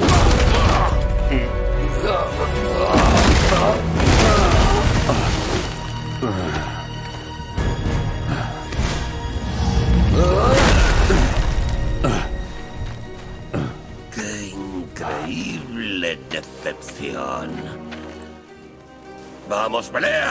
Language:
Spanish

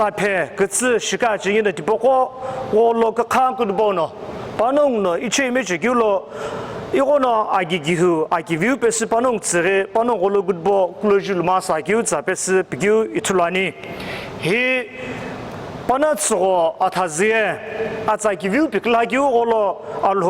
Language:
Sumi Naga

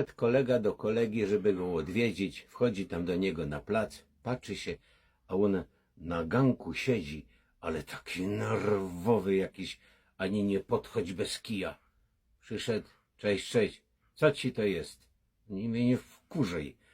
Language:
Silesian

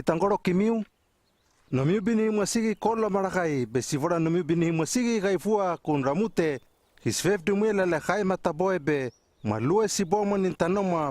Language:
Hano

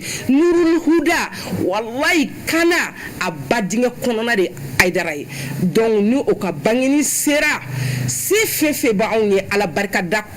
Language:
Bambara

